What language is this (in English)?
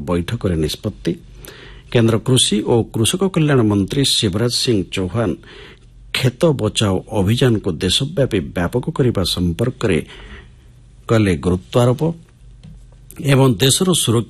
Odia